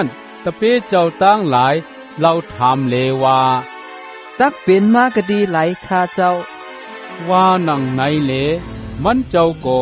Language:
Shan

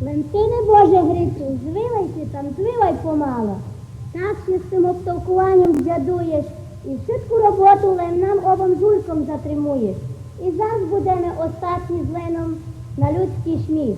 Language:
Rusyn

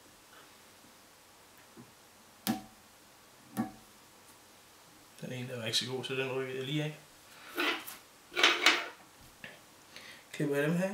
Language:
Danish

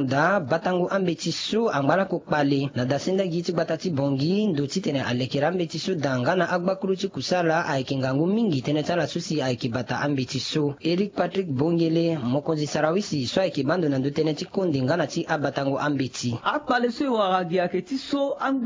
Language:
Sango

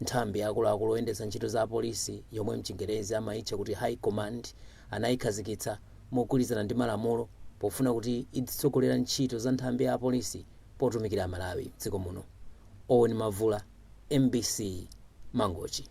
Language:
Nyanja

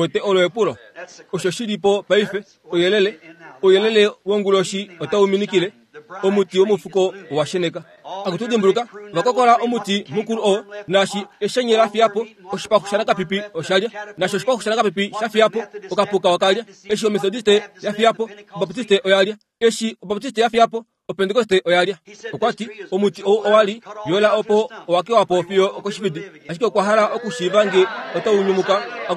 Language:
Kuanyama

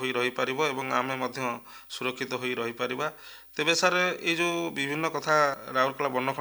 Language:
Odia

